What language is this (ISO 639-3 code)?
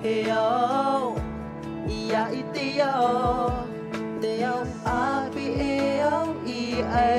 tah